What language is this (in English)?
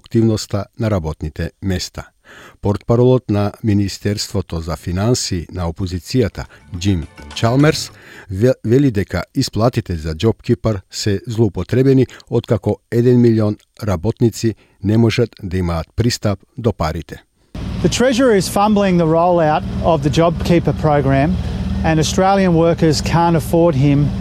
Macedonian